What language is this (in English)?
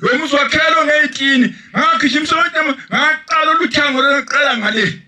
Zulu